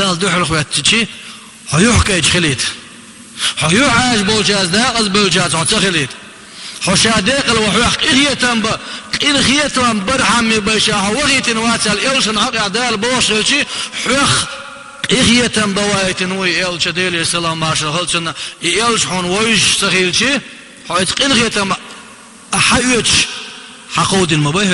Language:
Chechen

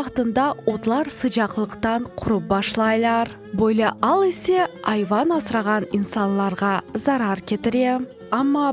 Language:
Crimean Tatar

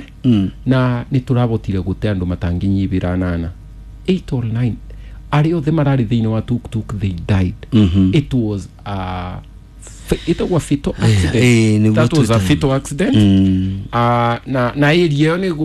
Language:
Kikuyu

